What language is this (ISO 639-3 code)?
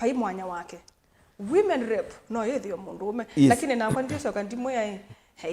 kam